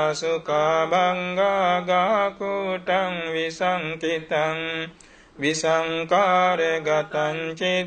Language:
Pali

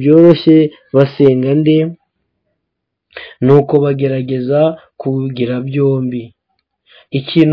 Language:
Kinyarwanda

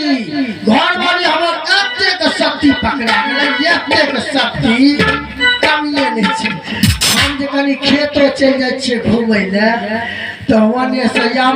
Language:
Maithili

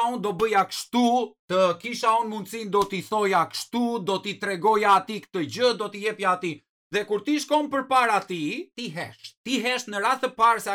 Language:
Albanian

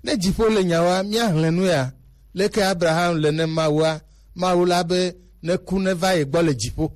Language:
Gen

